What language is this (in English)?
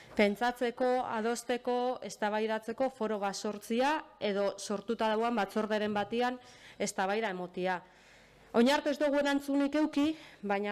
Basque